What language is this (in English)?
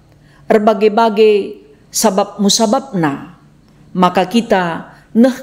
Batak Karo